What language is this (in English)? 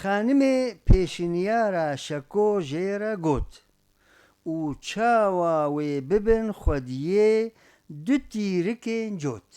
Kurdish